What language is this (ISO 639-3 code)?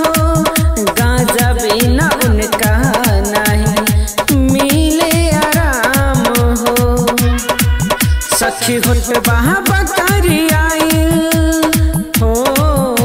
bho